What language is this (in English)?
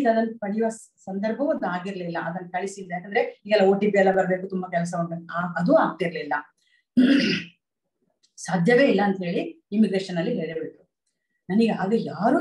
Kannada